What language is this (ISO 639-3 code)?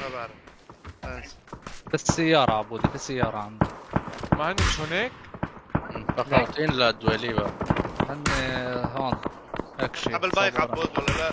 apc